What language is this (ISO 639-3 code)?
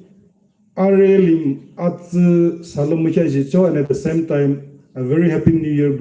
yim